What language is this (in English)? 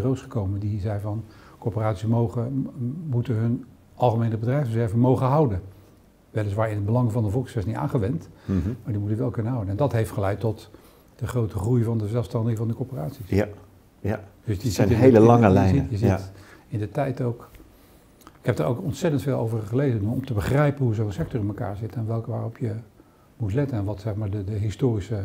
Dutch